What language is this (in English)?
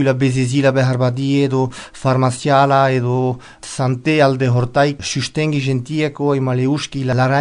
Basque